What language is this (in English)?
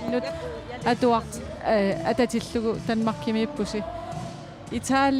Kalaallisut